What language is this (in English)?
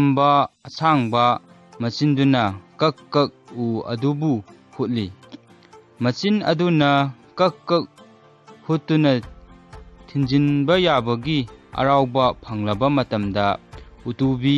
Manipuri